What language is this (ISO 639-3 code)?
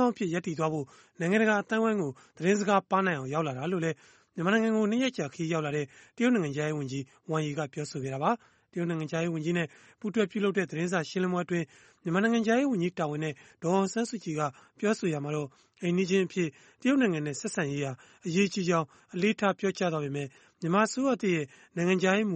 mya